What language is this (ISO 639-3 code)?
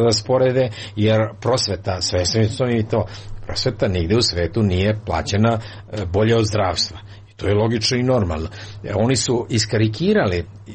srp